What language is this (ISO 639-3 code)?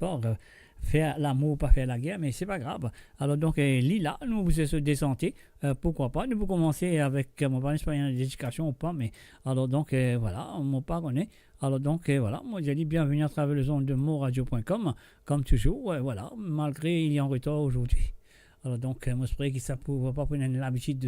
mfe